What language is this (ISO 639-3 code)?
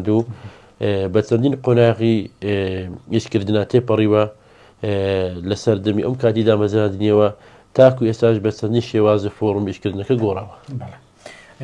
ckb